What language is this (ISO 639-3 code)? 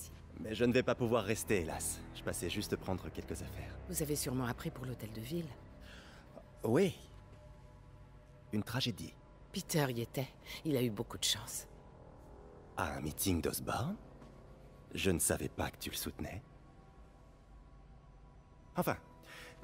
fra